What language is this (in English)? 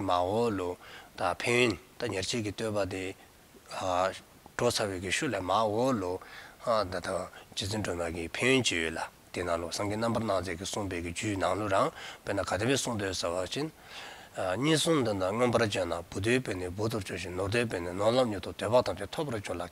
Dzongkha